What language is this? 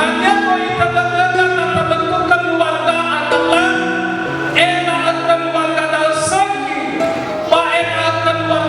Nias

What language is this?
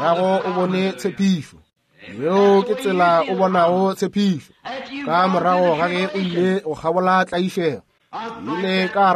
Northern Sotho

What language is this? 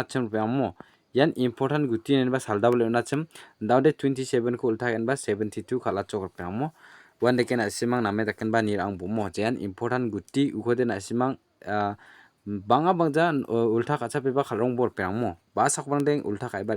Garo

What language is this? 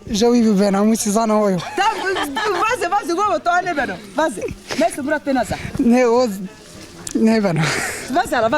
Zaza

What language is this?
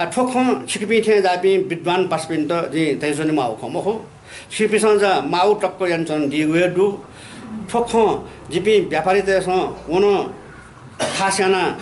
Newari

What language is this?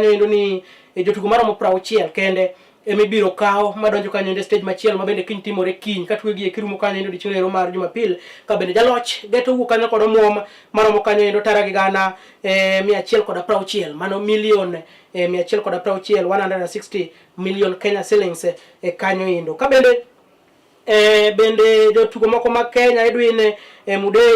Luo (Kenya and Tanzania)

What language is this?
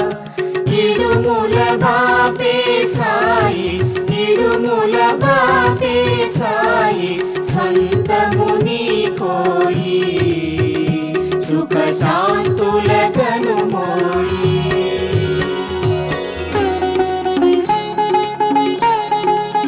Telugu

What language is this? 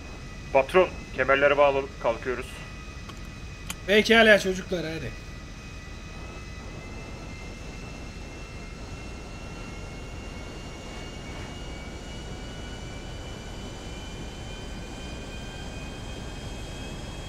Turkish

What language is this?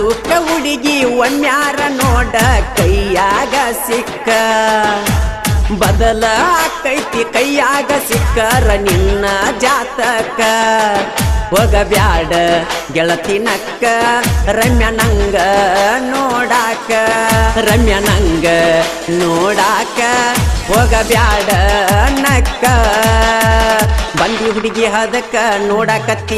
Kannada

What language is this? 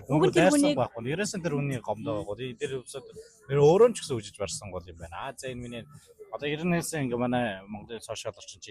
Mongolian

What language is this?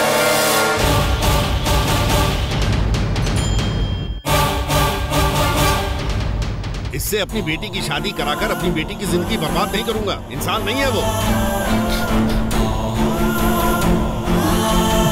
Hindi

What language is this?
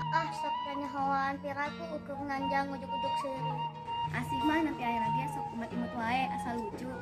Sundanese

